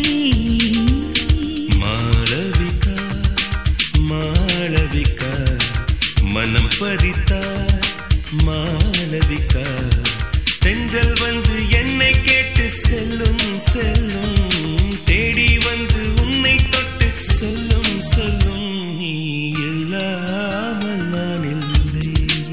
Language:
Tamil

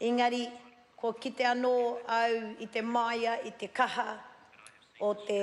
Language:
Māori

